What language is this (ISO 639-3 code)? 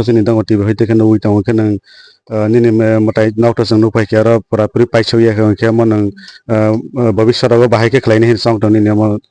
trp